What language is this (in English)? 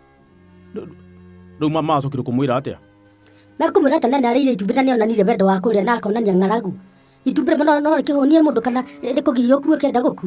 Kikuyu